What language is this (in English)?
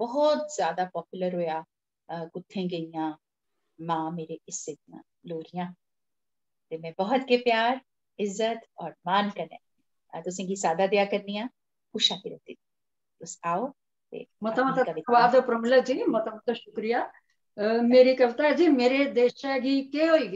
Dogri